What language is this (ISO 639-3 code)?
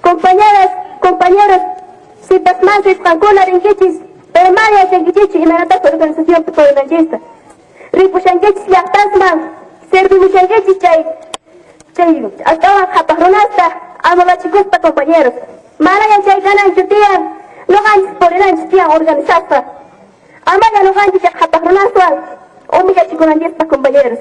quh